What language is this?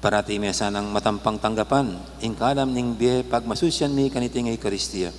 Pampanga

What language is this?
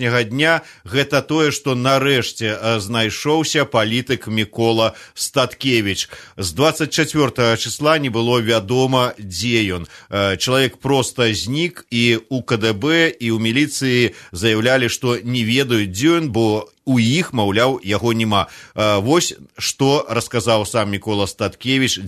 Belarusian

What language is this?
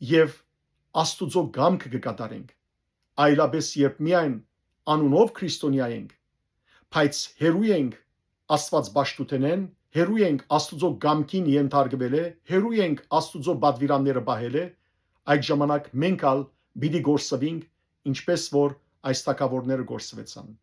Western Armenian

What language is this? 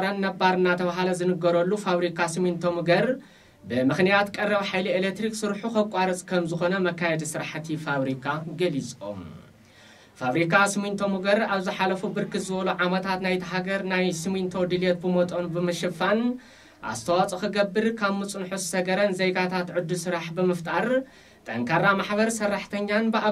Tigrinya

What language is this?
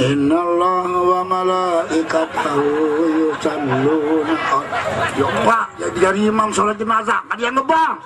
Sasak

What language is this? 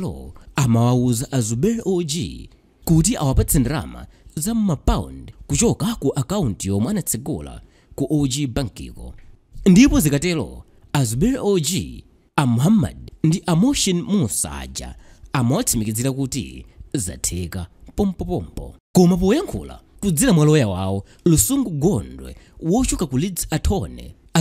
Nyanja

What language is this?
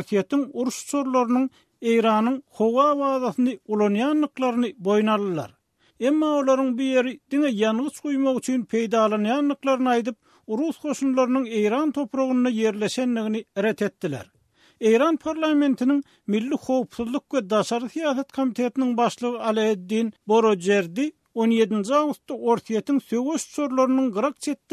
Turkmen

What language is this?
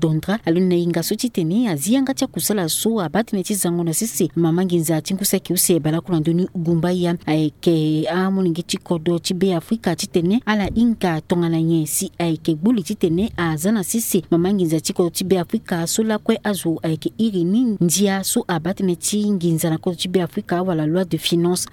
Sango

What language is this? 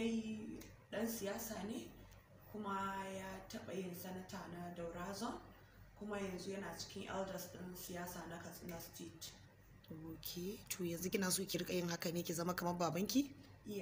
Hausa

